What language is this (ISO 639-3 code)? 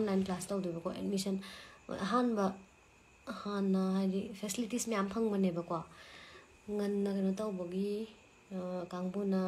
mni